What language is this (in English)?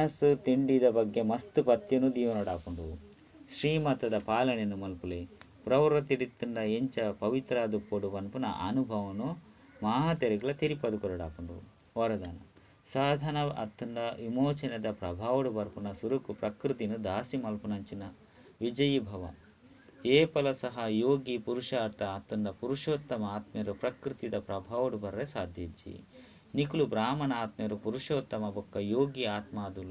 Tulu